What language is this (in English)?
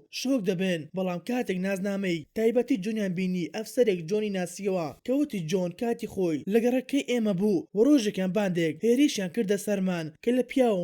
Central Kurdish